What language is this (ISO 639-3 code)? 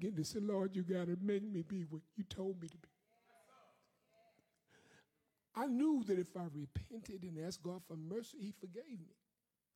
eng